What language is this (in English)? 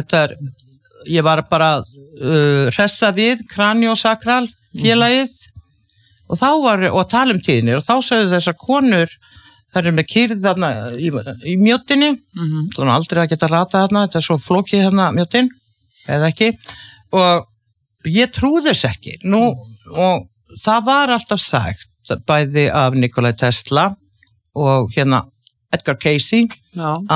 Icelandic